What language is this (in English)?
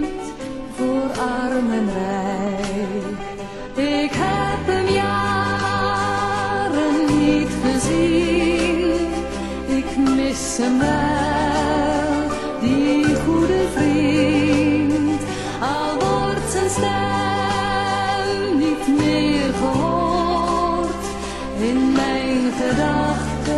Dutch